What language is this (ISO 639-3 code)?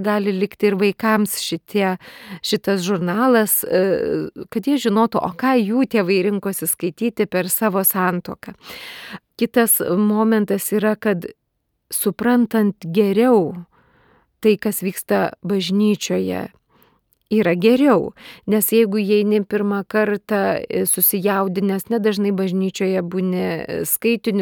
lit